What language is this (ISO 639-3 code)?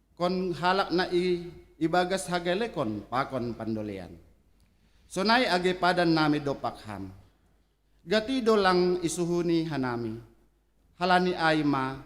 bts